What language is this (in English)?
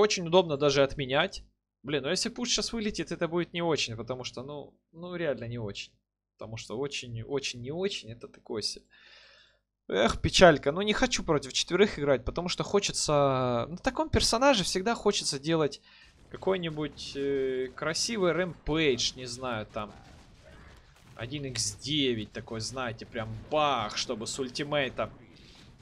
Russian